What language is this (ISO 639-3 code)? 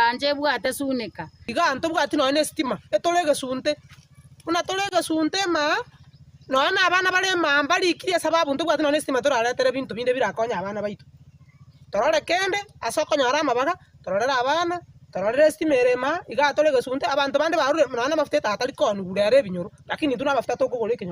guz